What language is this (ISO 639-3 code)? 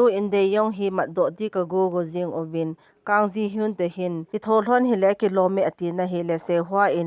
tcz